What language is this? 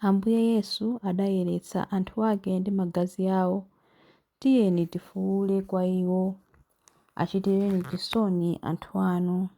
Nyanja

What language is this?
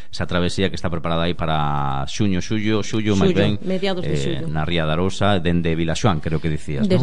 Galician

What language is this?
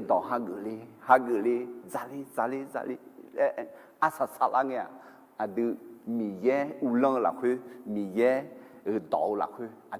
Akha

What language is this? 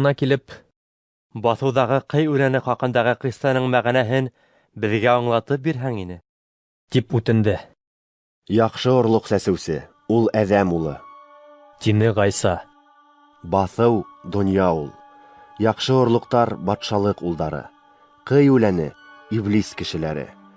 Bashkir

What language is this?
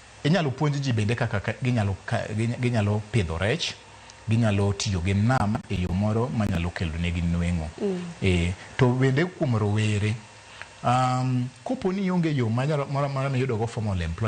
Luo (Kenya and Tanzania)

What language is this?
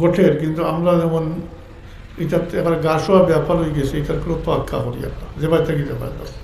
Sylheti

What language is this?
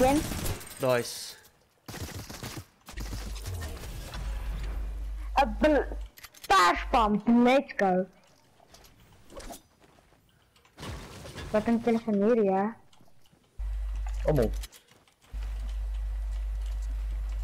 Afrikaans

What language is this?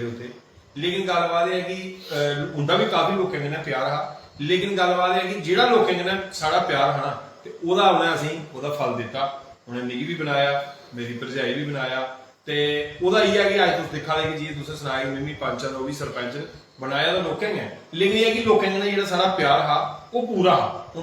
Dogri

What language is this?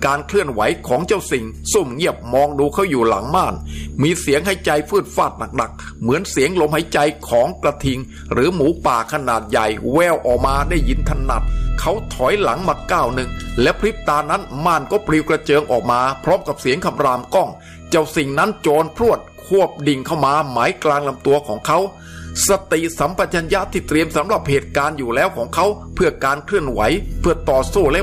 Thai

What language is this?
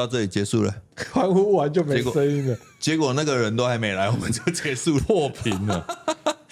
Chinese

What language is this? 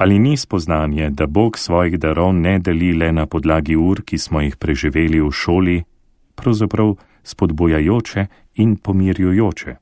Slovenian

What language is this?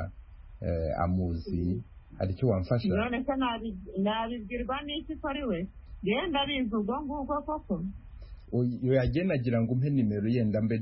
Kinyarwanda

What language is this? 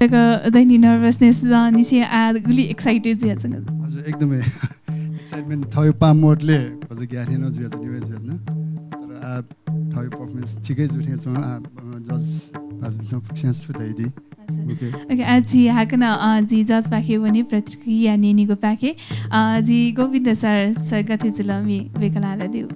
Newari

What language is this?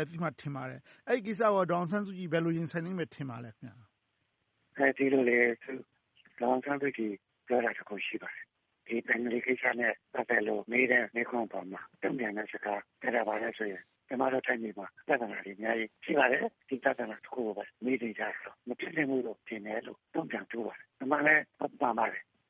Burmese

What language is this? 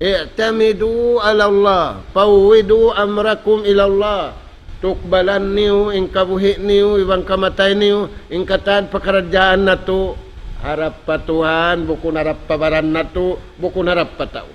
Tausug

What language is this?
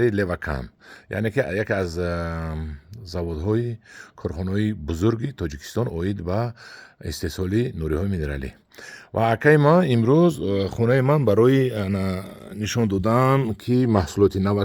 Tajik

